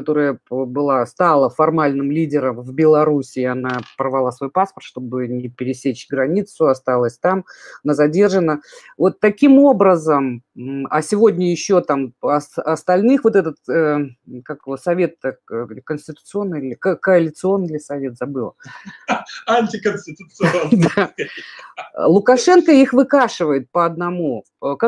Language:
Russian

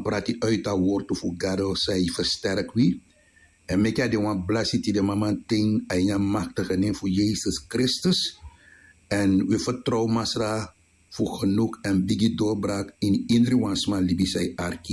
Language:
Sranan Tongo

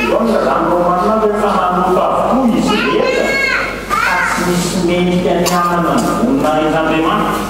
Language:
Malagasy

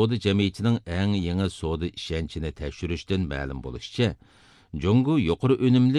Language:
Uyghur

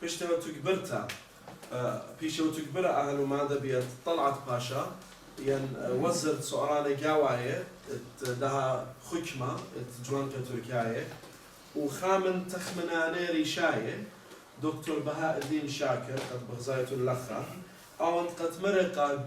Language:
Assyrian Neo-Aramaic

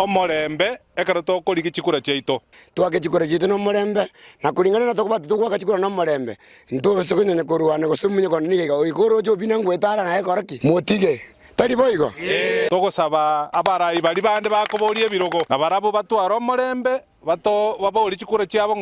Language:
Gusii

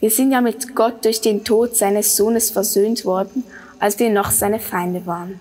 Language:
Swiss German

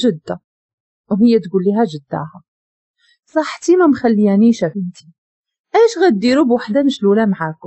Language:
Moroccan Arabic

